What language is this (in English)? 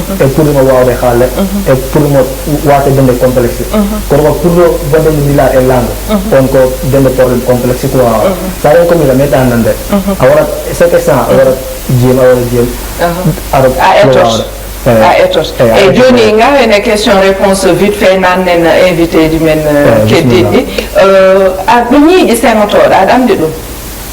Fula